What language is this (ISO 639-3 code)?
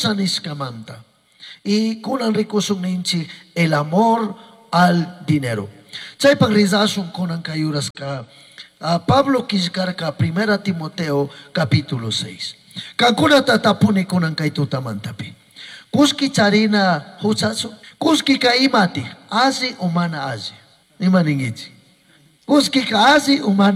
qug